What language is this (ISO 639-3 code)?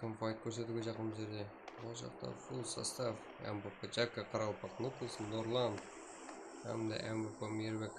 kaa